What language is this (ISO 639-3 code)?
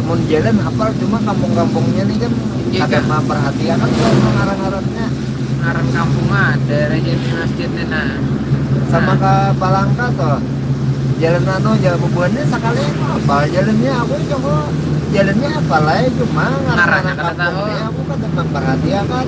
bjn